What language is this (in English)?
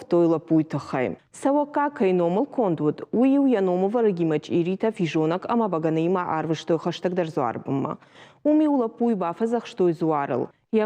Ossetic